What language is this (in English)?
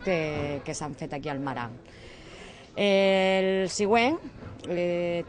Catalan